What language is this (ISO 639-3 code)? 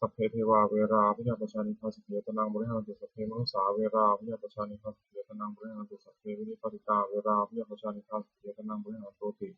pli